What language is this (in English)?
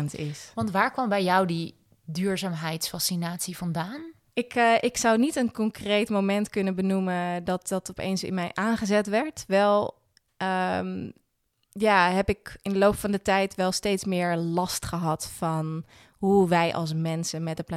Dutch